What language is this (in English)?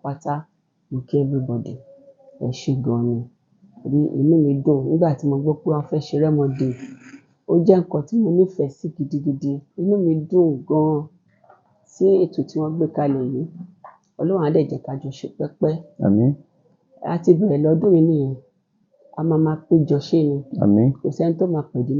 Yoruba